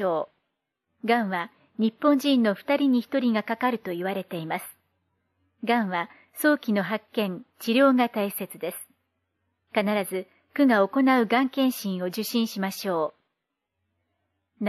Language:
Japanese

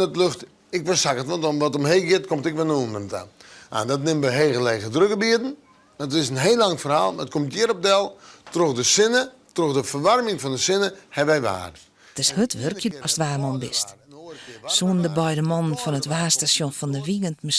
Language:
Western Frisian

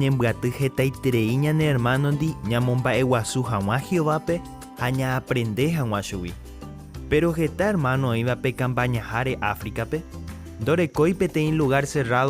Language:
Guarani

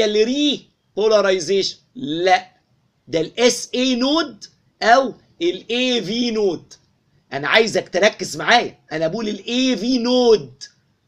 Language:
Egyptian Arabic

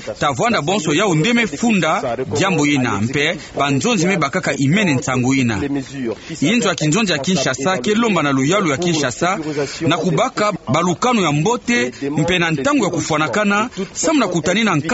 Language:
Kituba (Democratic Republic of Congo)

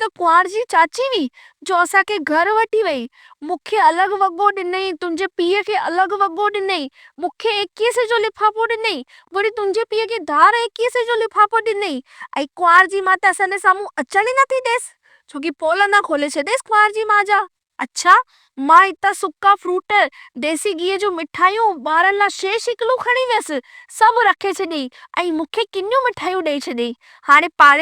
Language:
Sindhi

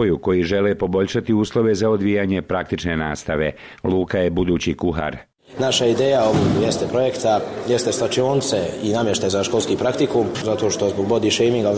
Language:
Bosnian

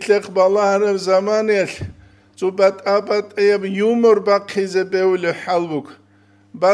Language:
Avaric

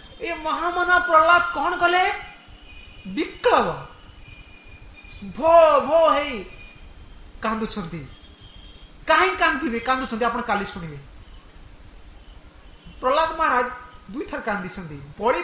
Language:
Odia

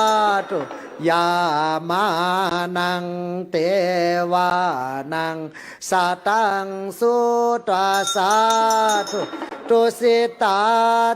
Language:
Pali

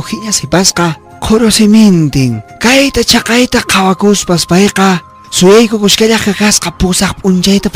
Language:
Quechua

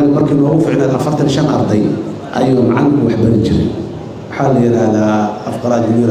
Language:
Somali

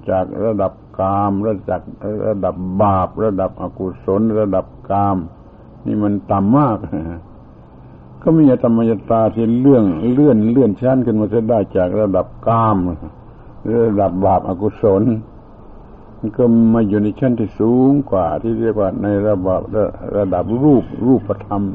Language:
Thai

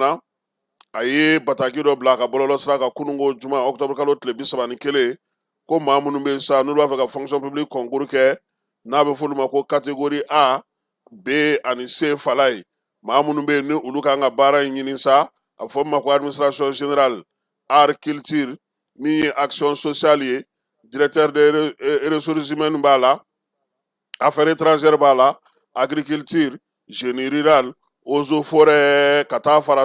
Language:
Bambara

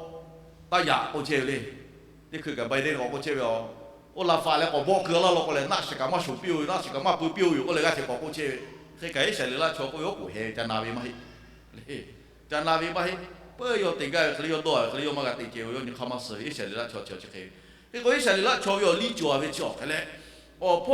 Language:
Lahu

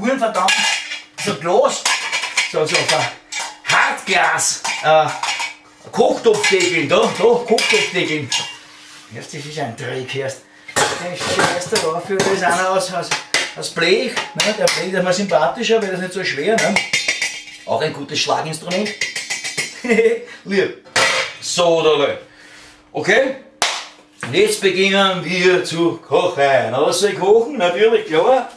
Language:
Bavarian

